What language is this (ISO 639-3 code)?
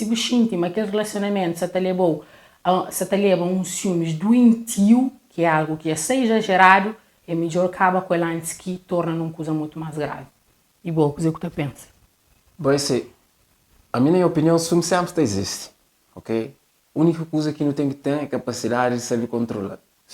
kea